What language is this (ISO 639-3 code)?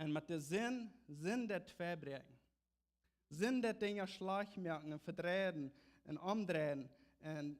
pdt